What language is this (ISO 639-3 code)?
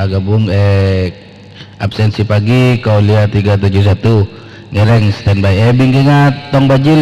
mad